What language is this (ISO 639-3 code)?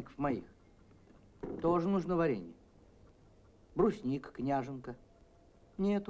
rus